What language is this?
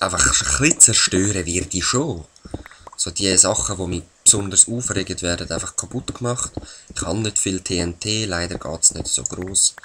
Swiss German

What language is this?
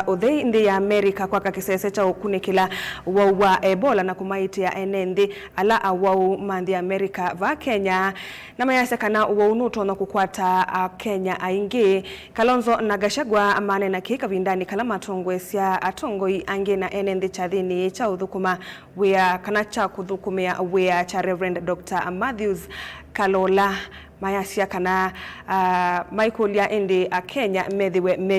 Kamba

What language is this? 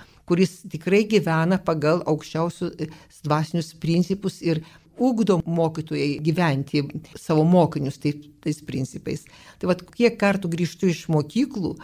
Lithuanian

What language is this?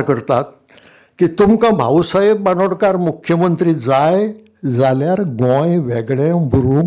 Konkani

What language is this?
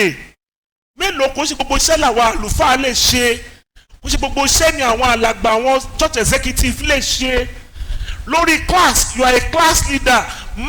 Yoruba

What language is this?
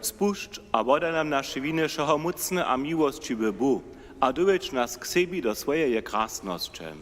Upper Sorbian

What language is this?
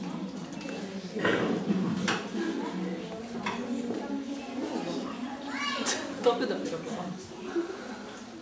Polish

